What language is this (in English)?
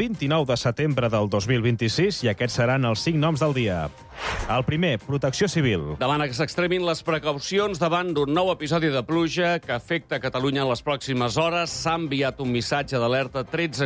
Catalan